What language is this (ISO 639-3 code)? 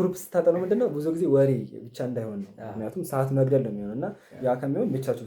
amh